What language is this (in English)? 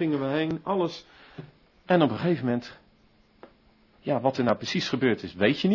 Dutch